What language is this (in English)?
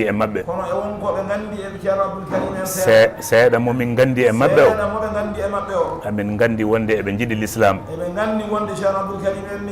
Fula